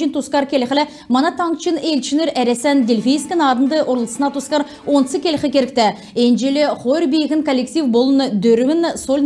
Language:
Kalmyk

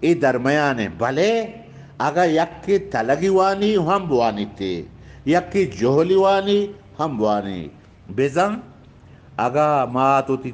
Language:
Eastern Balochi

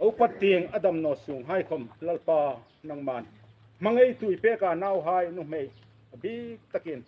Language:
Hmar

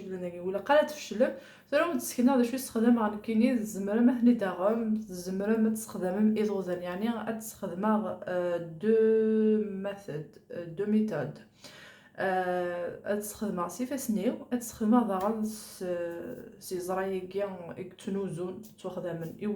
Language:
Kabyle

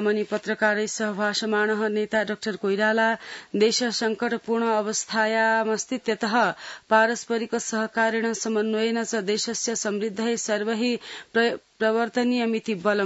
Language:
Sanskrit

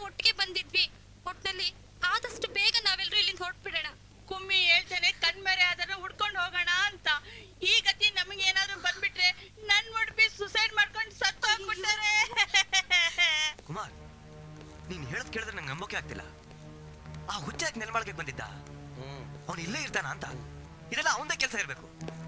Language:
Kannada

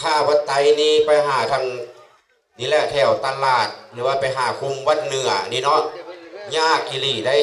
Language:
Lao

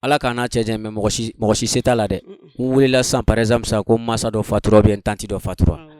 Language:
Bambara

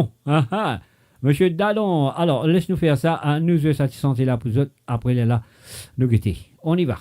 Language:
Morisyen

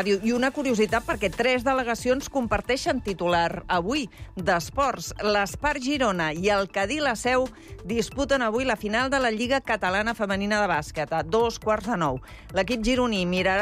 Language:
Catalan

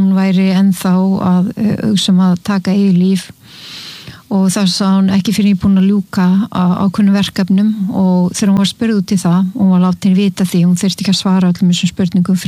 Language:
Icelandic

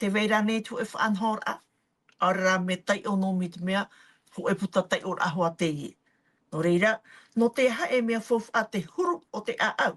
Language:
Tahitian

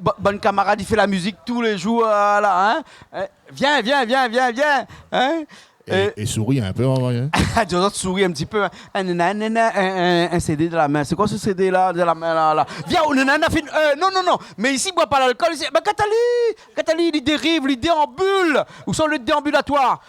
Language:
Réunion Creole French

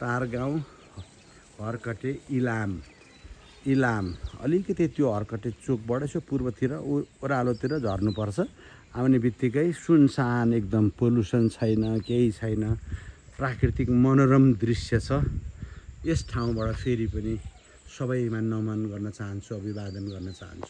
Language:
Nepali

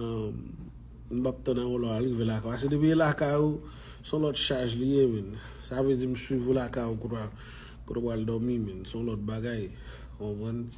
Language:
Haitian Creole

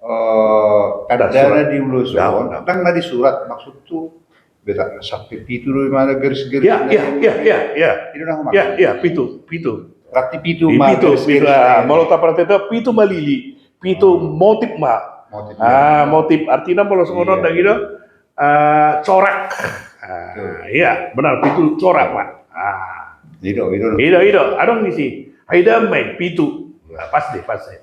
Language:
Batak Toba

